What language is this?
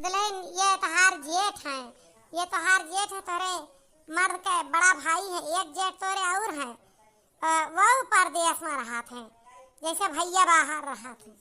Awadhi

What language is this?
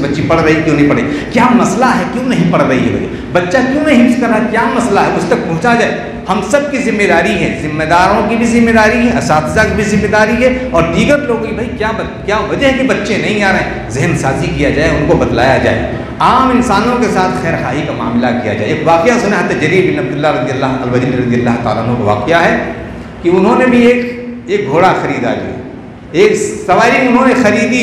Urdu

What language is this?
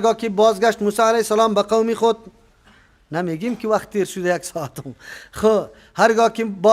Persian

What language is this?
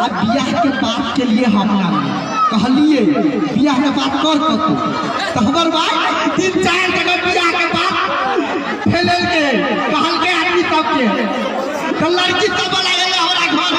Maithili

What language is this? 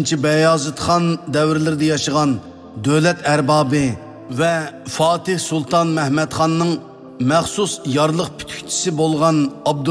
Uyghur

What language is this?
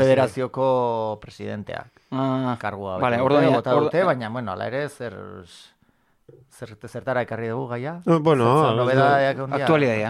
Basque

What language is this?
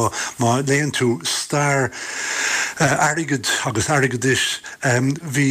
Irish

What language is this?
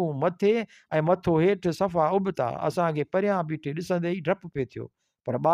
Sindhi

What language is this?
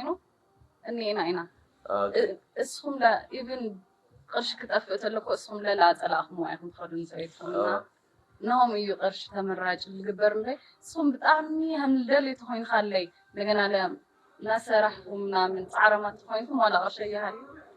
Tigrinya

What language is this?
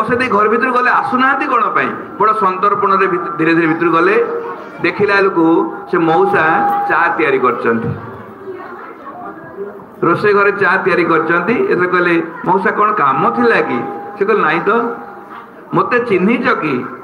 Odia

